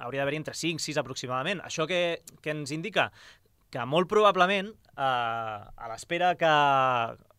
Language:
Catalan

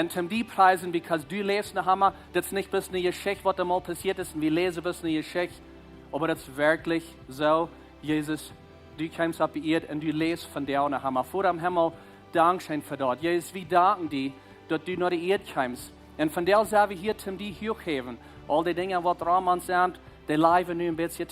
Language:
Plautdietsch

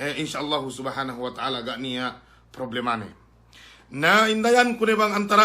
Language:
Yakan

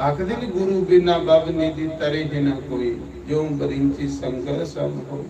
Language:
Dogri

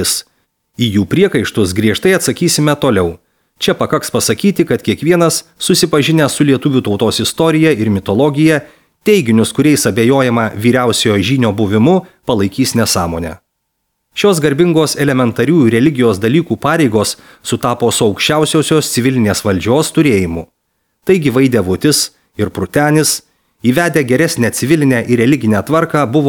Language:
Lithuanian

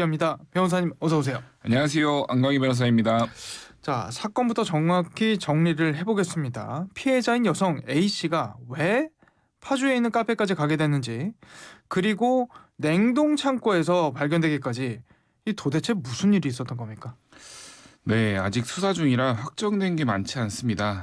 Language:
Korean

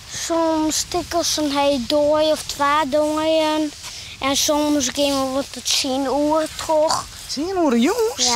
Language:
Western Frisian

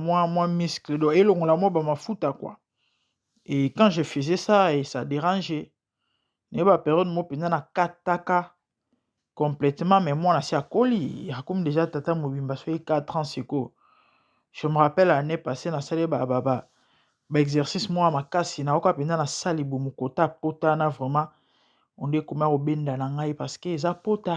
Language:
Lingala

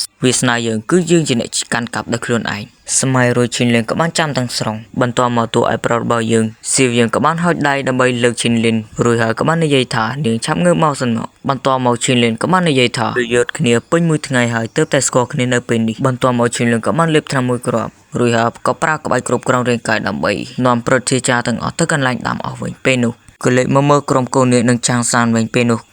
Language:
Khmer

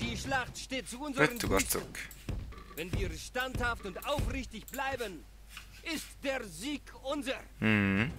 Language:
Swiss German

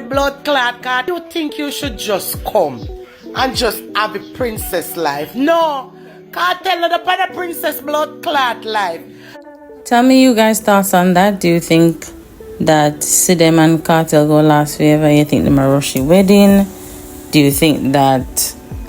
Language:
Jamaican Creole English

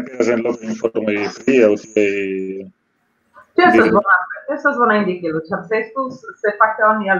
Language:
Esperanto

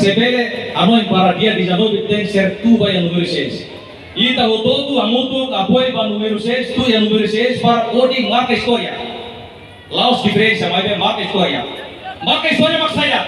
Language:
Tetum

